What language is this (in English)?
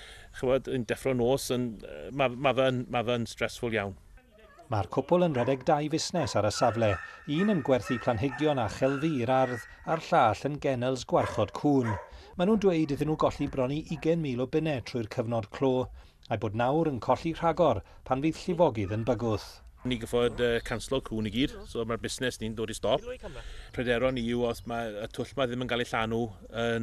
Welsh